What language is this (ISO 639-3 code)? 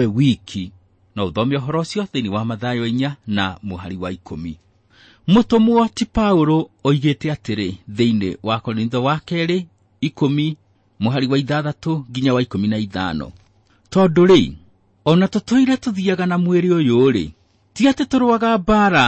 kik